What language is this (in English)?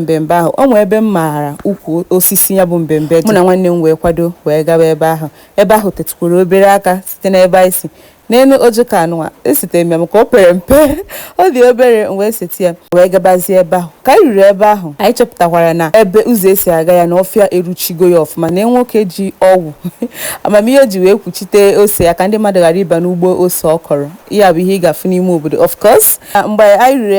Igbo